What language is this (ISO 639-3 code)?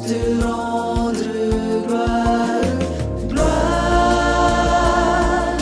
tah